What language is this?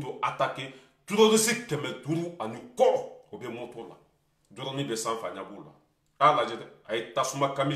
Bambara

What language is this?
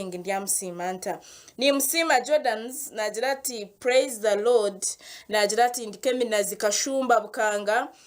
Nyankole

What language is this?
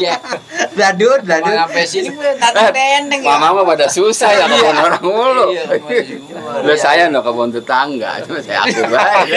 Betawi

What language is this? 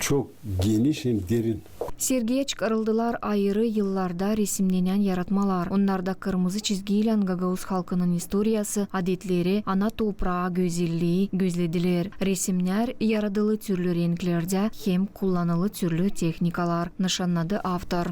Gagauz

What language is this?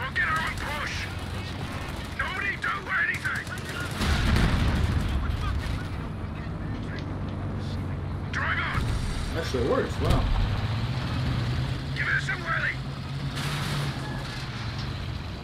English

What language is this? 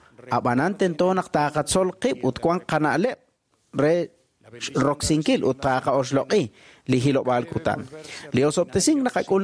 Kekchí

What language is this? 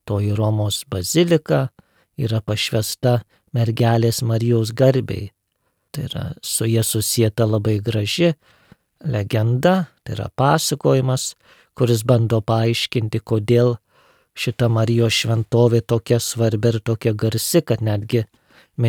Lithuanian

